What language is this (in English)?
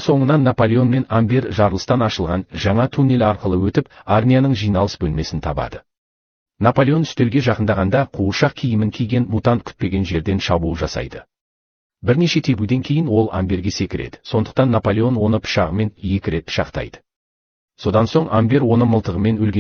Kazakh